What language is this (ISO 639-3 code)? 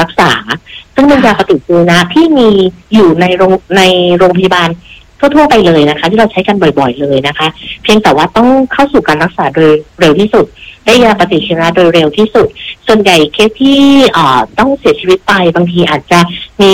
tha